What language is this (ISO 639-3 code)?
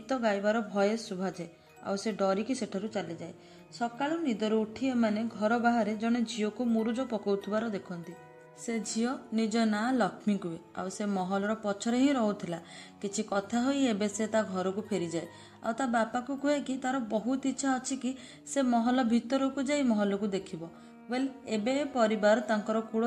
ori